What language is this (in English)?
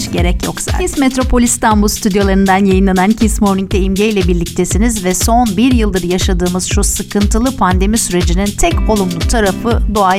Turkish